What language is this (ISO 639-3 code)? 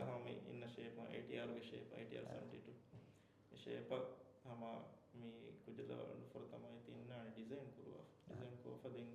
div